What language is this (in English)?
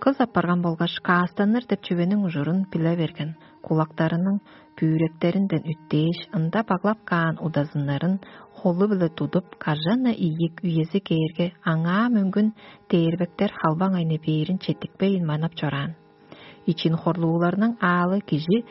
Tuvinian